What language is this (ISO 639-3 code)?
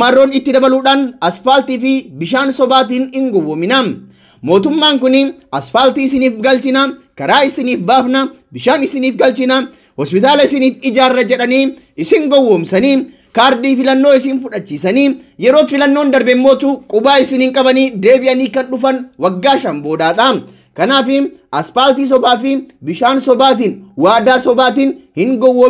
orm